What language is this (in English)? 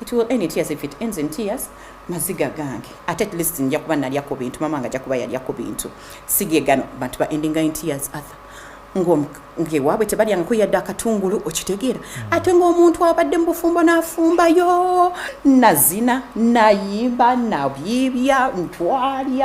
Ganda